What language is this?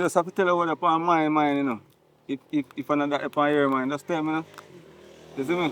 Jamaican Creole English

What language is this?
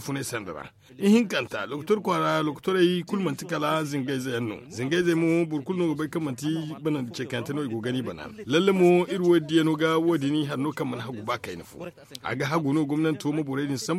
Zarma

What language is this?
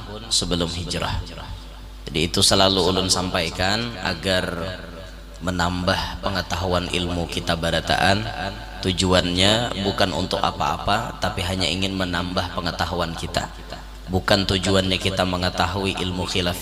Banjar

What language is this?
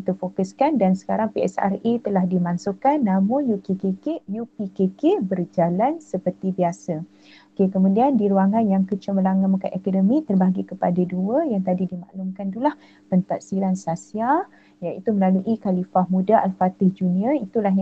Malay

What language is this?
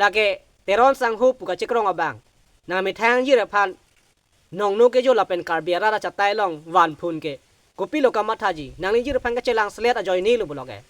Karbi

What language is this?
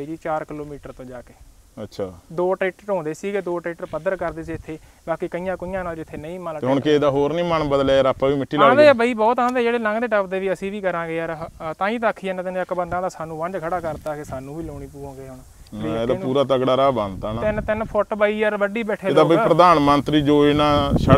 Punjabi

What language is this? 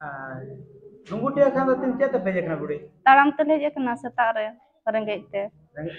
Santali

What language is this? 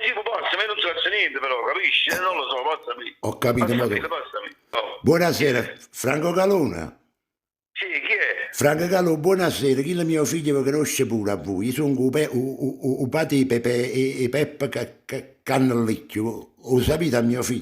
Neapolitan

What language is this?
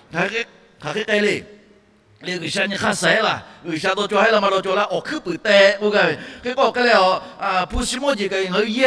Lahu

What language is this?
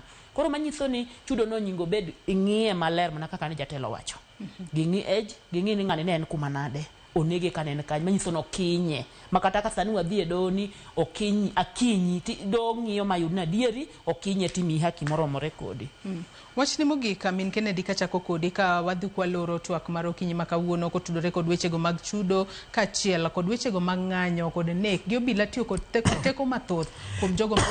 Luo (Kenya and Tanzania)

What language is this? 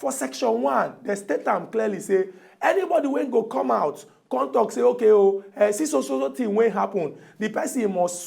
Nigerian Pidgin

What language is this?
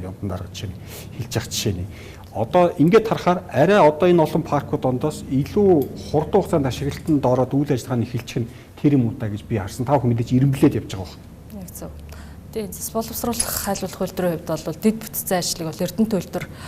Mongolian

